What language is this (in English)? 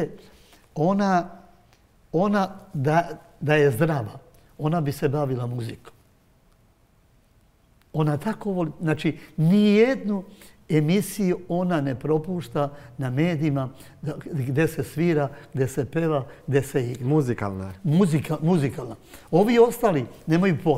Serbian